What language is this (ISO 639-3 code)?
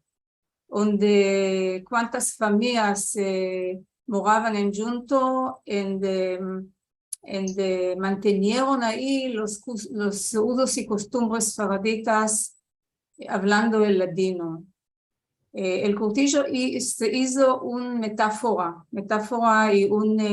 lad